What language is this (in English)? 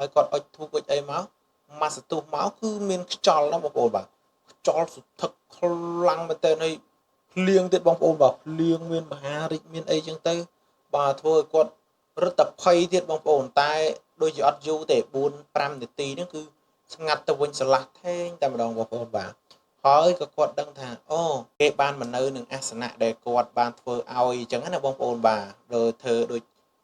Khmer